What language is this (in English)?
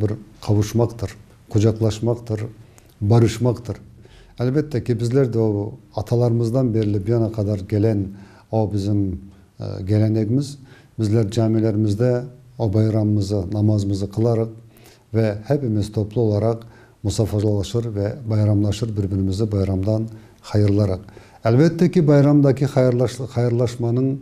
Crimean Tatar